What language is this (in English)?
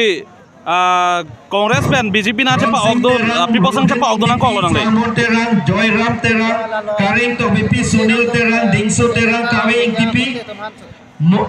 Karbi